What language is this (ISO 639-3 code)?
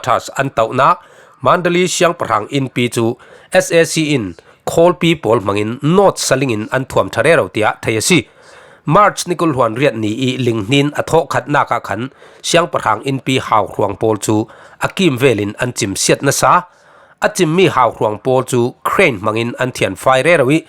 cfm